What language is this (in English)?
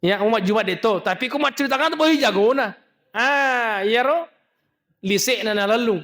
Buginese